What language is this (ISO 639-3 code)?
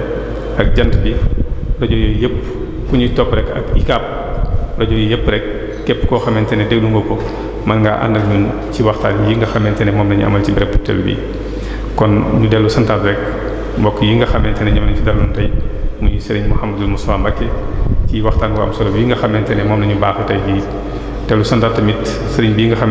wol